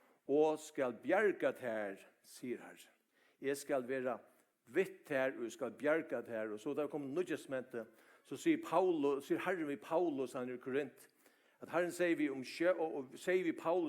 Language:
Faroese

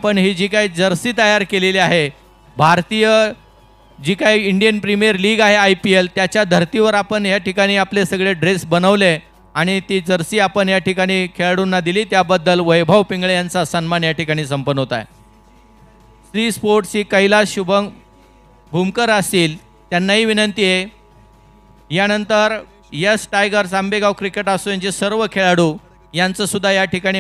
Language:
Marathi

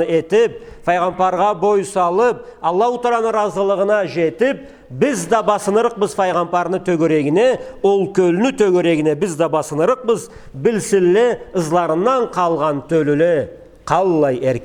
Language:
Karachay-Balkar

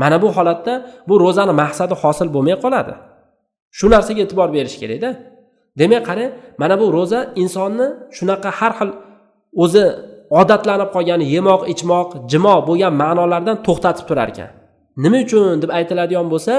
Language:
Uzbek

